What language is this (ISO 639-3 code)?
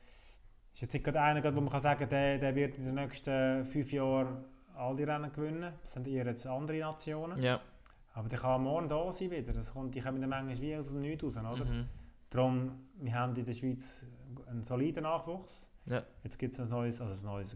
gsw